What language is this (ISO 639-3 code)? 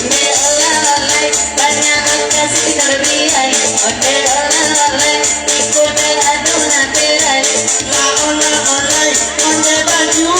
min